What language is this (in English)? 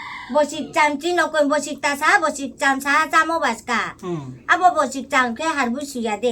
Riang (India)